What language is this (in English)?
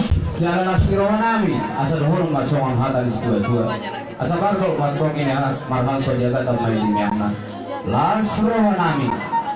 Batak Toba